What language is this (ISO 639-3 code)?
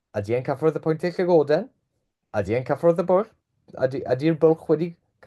cym